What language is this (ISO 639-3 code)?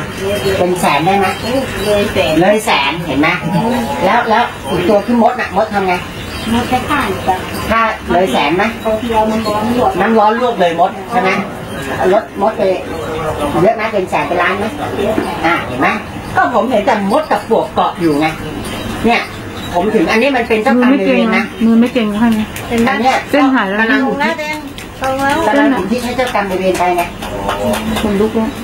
tha